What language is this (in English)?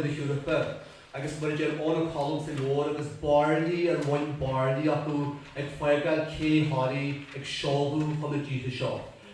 Irish